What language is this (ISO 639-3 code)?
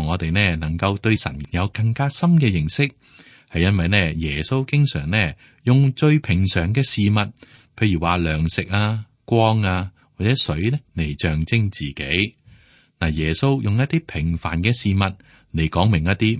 yue